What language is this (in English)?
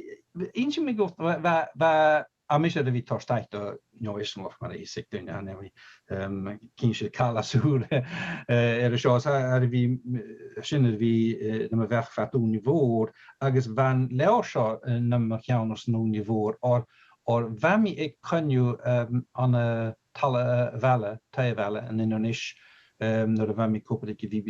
Scottish Gaelic